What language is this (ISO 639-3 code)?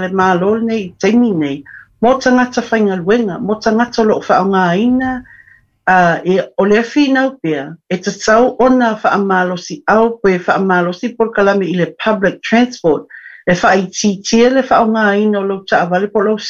smo